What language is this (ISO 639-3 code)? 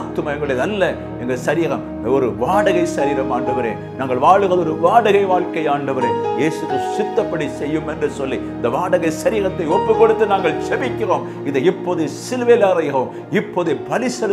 tam